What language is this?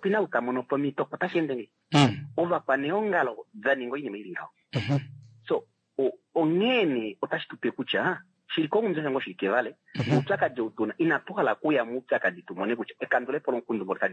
Kuanyama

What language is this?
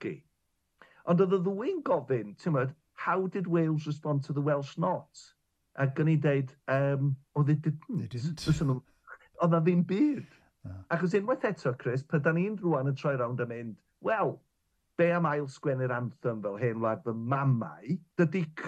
Welsh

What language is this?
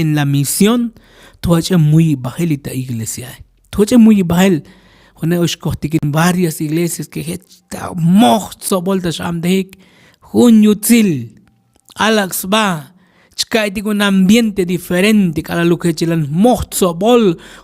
Tzotzil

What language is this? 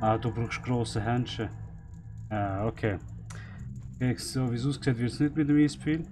Swiss German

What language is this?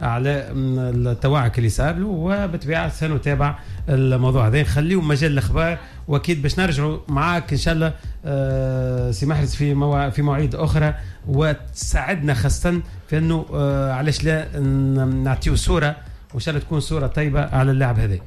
Tunisian Arabic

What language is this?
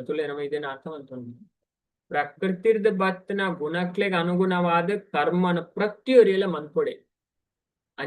Tulu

